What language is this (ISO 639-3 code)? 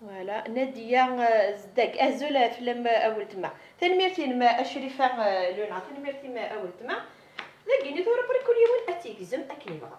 kab